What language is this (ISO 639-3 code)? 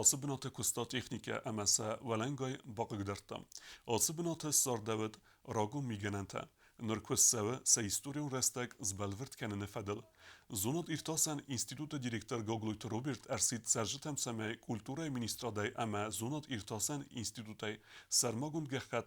oss